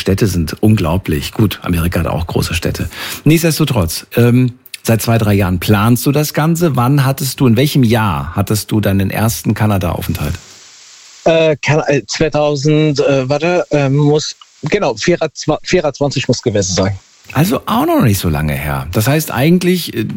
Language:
German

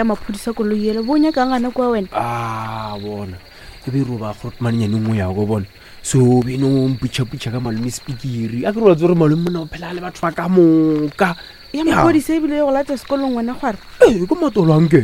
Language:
Northern Sotho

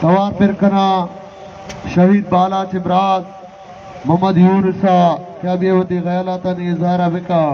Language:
Baluchi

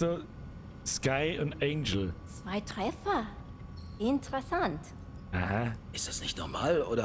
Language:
Bavarian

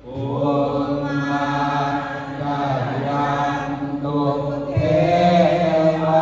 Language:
Pali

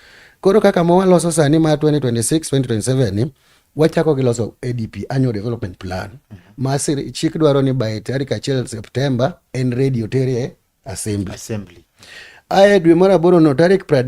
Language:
Luo (Kenya and Tanzania)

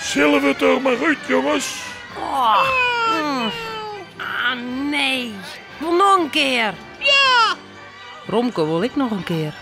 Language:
Western Frisian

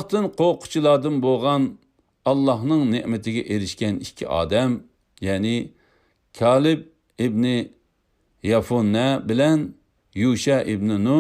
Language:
Uyghur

